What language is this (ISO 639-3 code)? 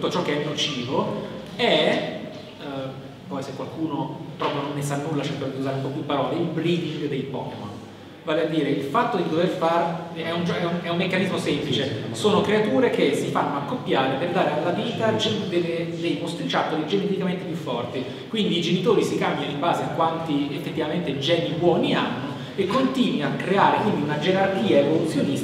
ita